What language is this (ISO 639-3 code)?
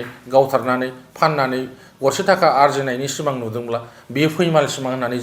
brx